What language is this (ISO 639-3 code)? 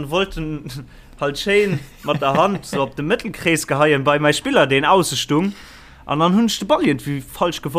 ltz